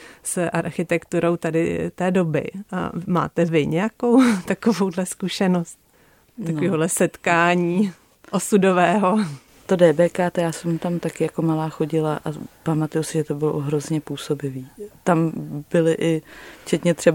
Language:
Czech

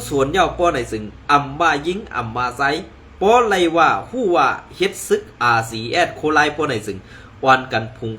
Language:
Shan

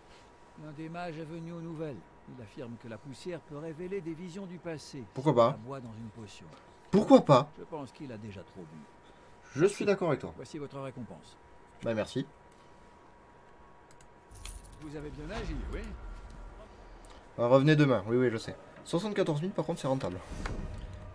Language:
French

